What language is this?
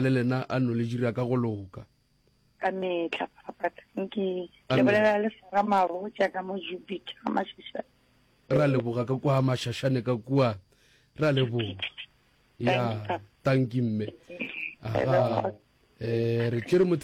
Northern Sotho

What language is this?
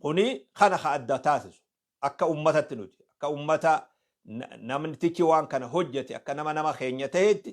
Oromo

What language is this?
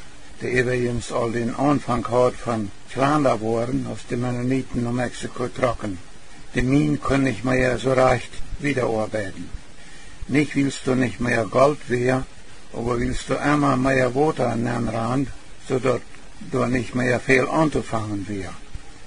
Plautdietsch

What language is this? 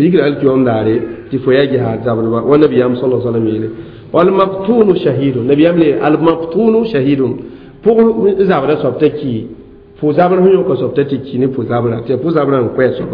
Mossi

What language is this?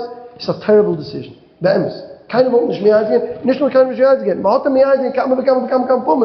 Yiddish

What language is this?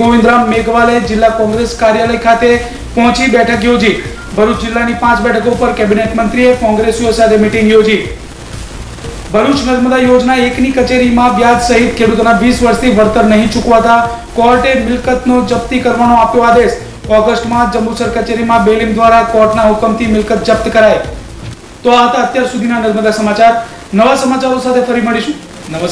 Gujarati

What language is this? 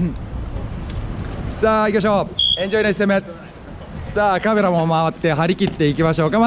Japanese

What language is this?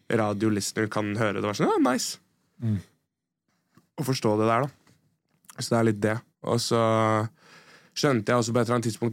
Norwegian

